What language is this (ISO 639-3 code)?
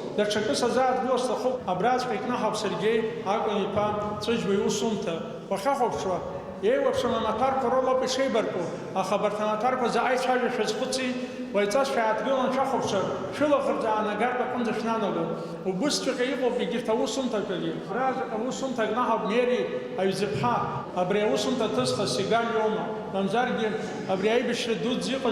abk